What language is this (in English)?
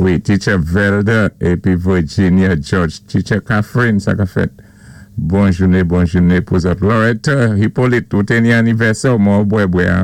Saint Lucian Creole French